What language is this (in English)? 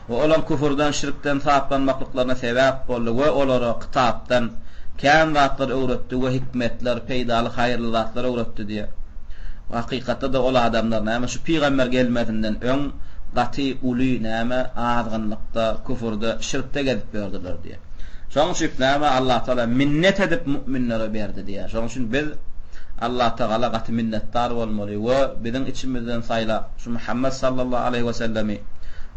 Turkmen